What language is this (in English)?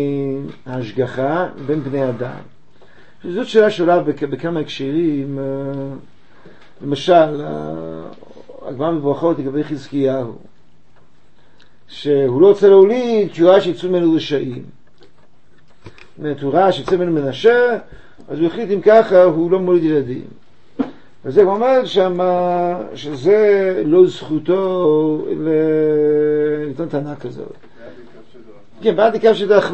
Hebrew